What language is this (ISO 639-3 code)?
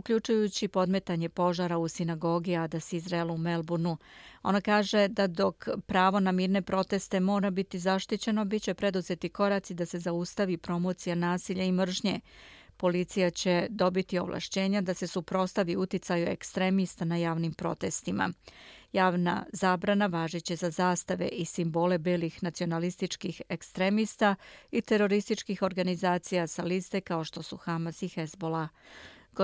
bos